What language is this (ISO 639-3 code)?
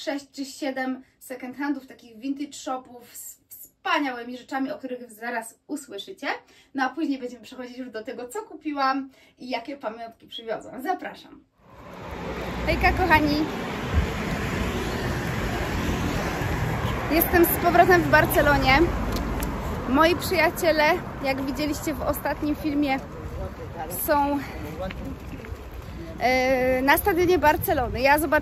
pol